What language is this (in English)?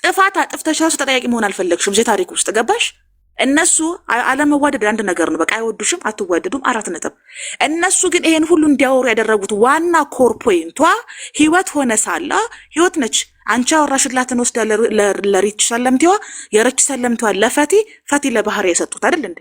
Amharic